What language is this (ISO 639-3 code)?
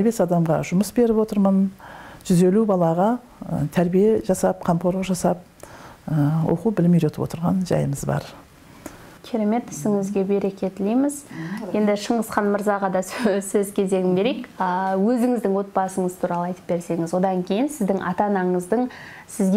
kaz